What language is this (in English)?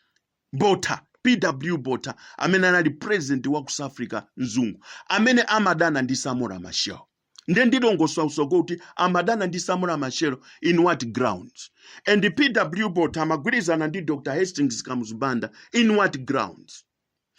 Nyanja